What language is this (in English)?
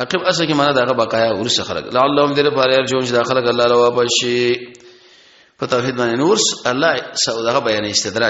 Pashto